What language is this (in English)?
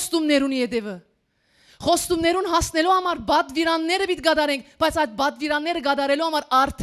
Western Armenian